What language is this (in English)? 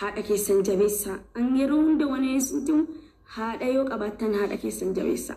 Oromo